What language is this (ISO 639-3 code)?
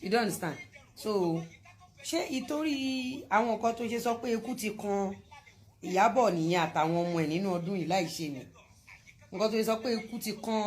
yor